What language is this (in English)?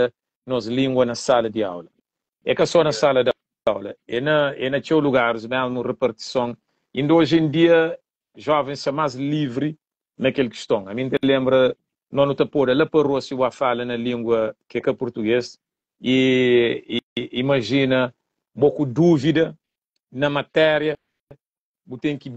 Kabuverdianu